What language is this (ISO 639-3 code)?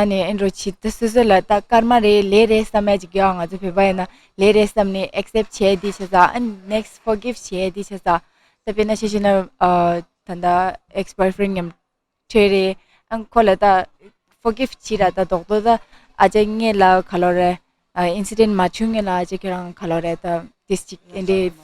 bod